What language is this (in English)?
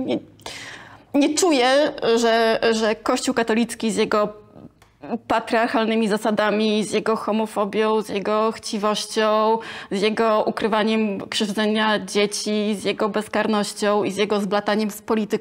Polish